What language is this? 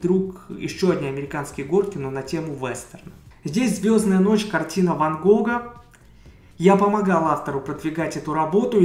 Russian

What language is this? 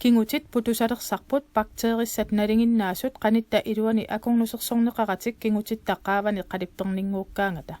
Kalaallisut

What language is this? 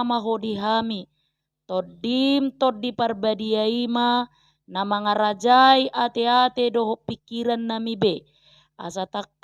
Batak Toba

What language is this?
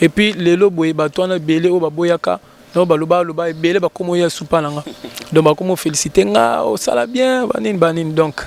Lingala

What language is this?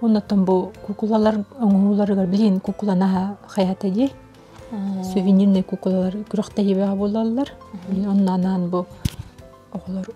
Yakut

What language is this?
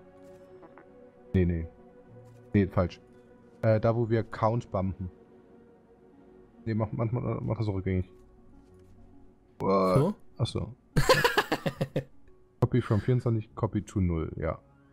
German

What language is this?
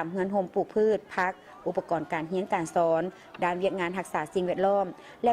Lao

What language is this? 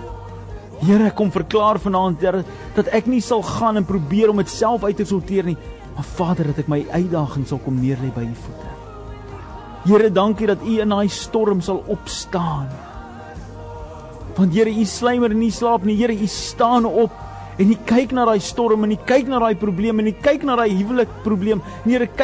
Afrikaans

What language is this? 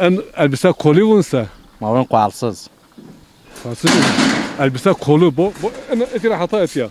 Zaza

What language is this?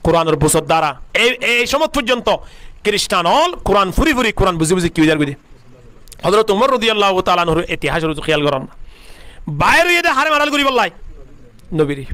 Rohingya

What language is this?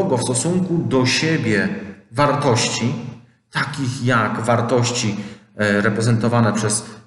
Polish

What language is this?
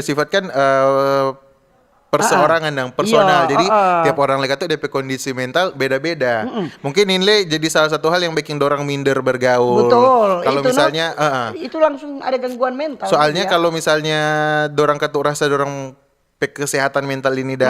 Manado Malay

